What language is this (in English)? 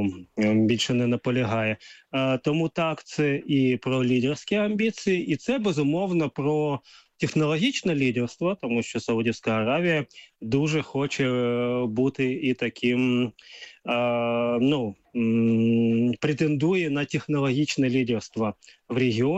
Ukrainian